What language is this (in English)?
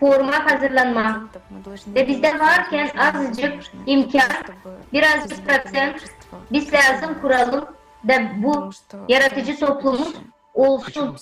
Gagauz